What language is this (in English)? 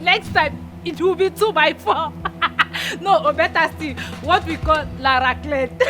Nigerian Pidgin